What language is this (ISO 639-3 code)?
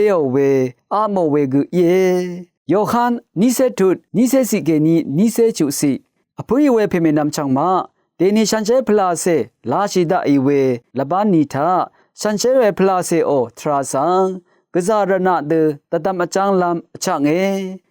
raw